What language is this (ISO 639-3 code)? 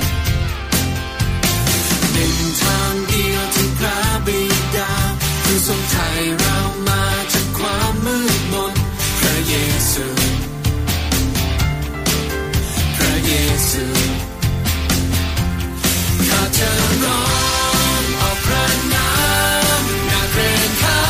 tha